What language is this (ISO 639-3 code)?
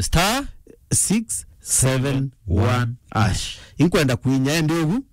mer